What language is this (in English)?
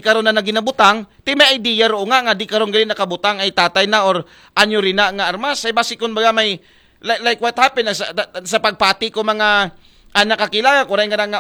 Aklanon